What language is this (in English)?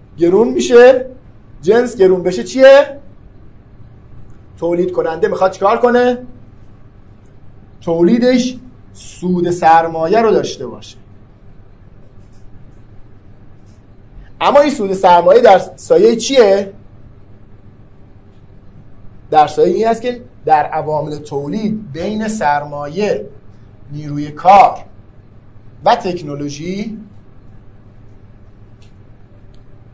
Persian